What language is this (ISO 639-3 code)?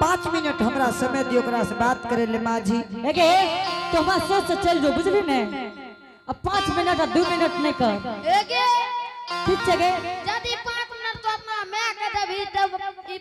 anp